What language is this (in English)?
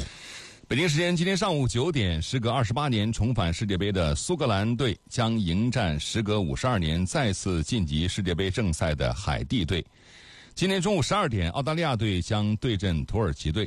Chinese